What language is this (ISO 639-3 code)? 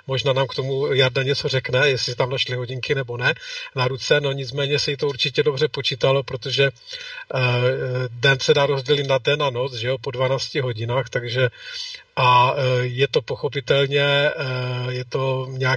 ces